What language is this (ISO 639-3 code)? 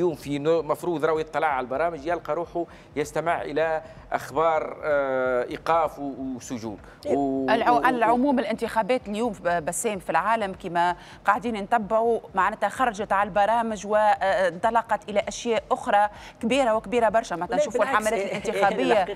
aeb